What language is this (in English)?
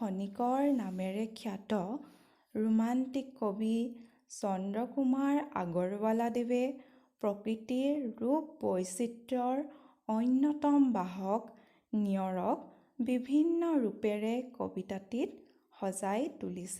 Assamese